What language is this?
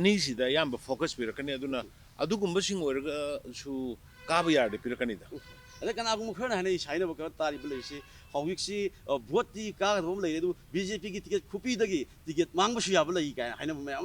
Manipuri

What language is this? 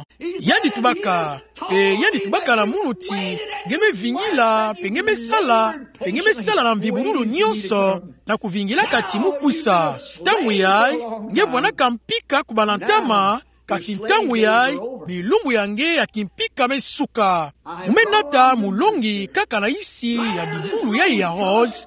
Kituba (Democratic Republic of Congo)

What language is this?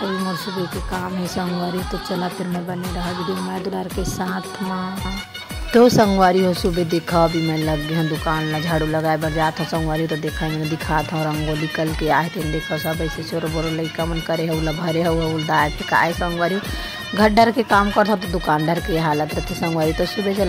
Chhattisgarhi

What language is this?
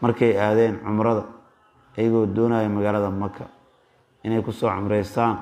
Somali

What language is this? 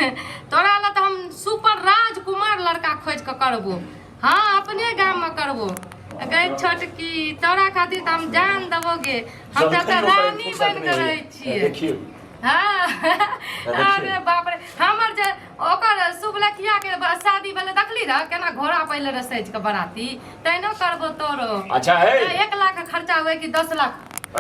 Maithili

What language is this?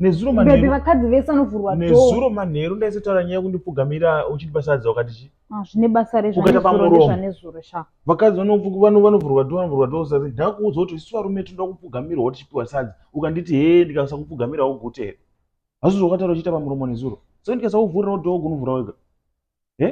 Shona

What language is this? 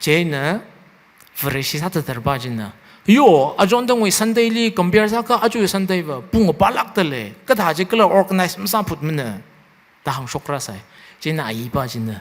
Tangkhul Naga (India)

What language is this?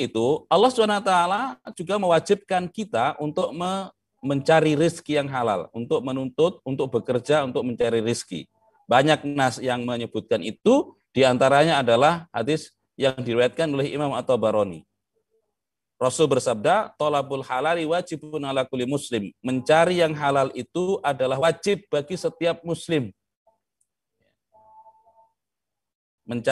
Indonesian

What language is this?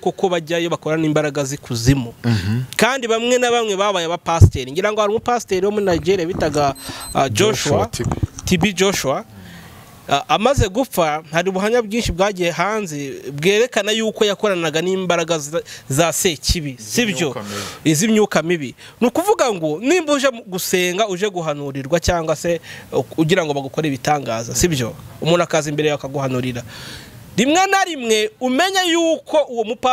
Kinyarwanda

